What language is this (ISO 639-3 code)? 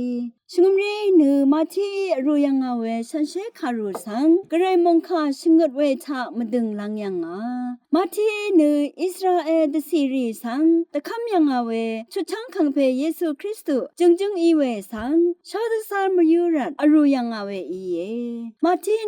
raw